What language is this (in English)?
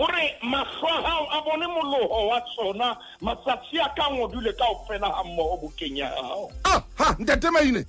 Southern Sotho